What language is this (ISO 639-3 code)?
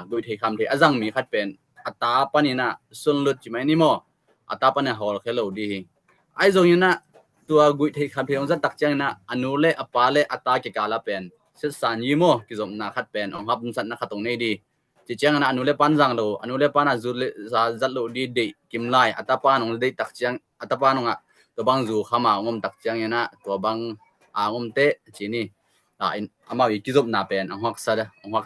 ctd